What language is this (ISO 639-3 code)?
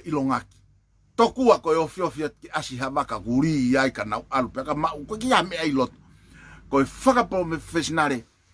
ton